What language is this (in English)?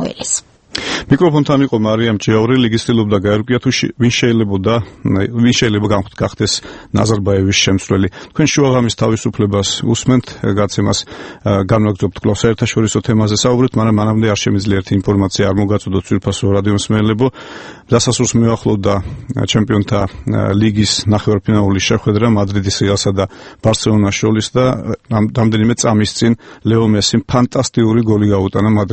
Georgian